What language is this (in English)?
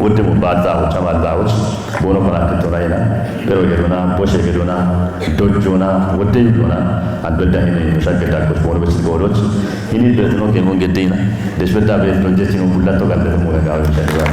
Kafa